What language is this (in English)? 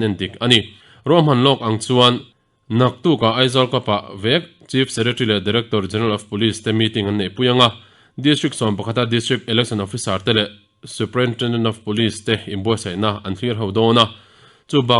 Mizo